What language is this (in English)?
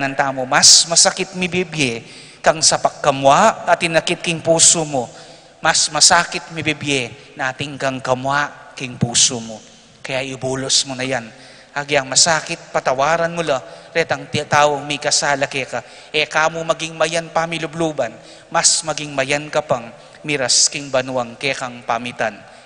Pampanga